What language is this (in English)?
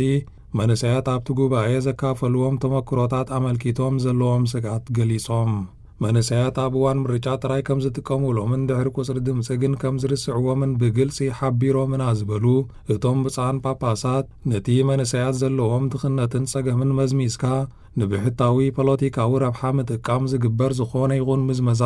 Tigrinya